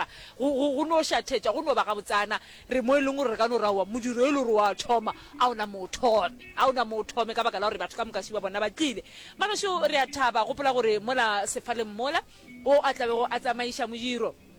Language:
Northern Sotho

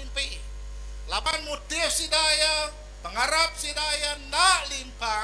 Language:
Iban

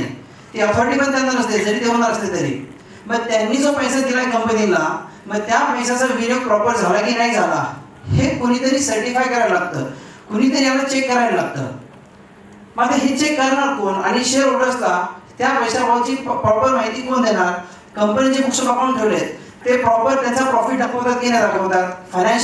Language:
Marathi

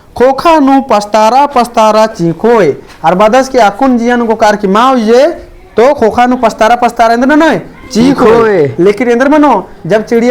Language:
Kurukh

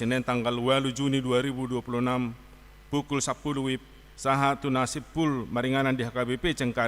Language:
Batak Toba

